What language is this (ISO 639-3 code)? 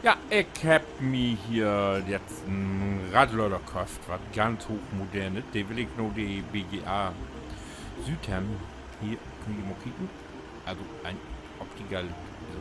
nds